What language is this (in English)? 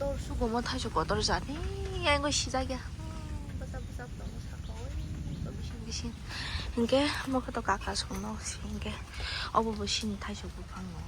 Kok Borok